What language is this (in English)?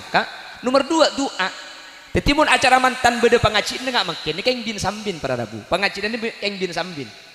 Madurese